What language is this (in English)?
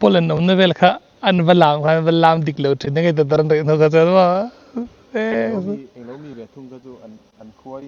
Mizo